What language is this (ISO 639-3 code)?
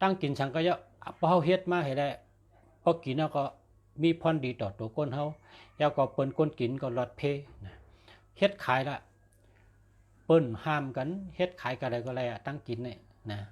shn